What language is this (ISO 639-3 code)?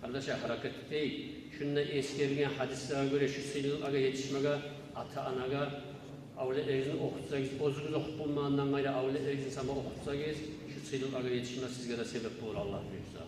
kum